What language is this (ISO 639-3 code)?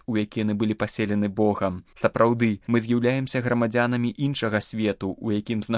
bel